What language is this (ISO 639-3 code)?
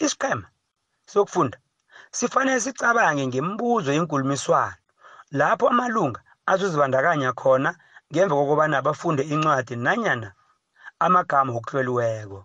nbl